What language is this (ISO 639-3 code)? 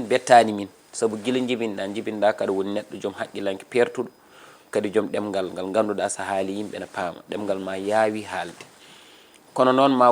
ful